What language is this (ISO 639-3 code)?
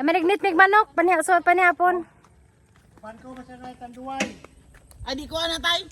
ceb